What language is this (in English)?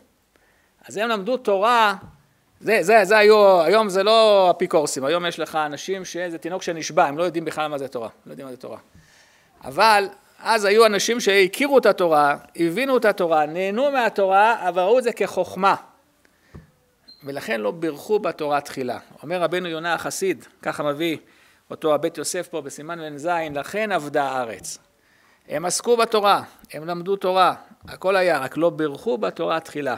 Hebrew